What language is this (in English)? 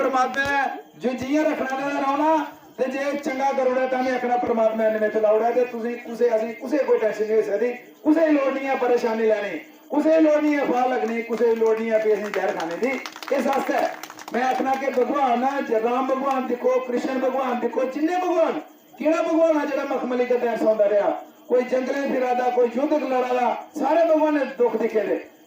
Dogri